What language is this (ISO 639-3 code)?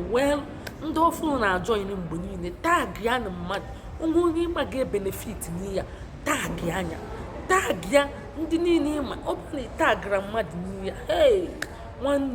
ibo